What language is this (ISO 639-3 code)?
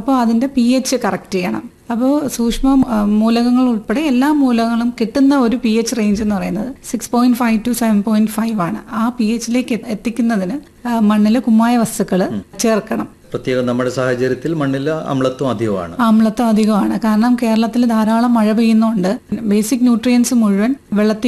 mal